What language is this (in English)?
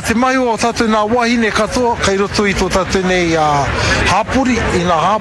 Māori